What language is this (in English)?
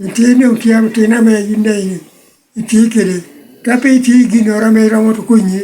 Lango (Uganda)